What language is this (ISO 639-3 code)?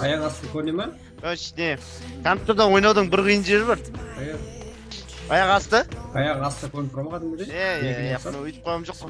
kaa